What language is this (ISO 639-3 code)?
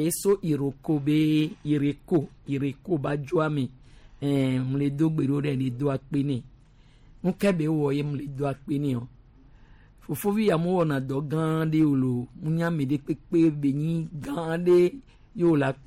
gej